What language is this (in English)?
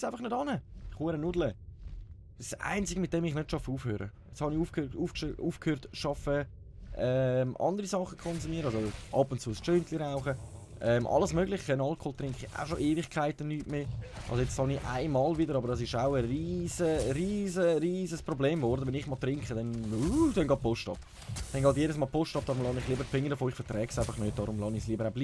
Swiss German